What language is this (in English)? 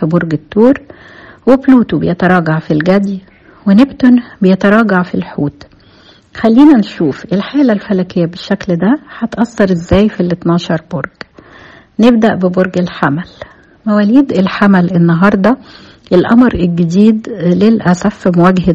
Egyptian Arabic